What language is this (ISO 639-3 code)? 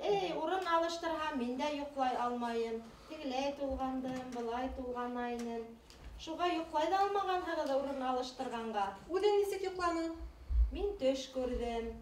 bak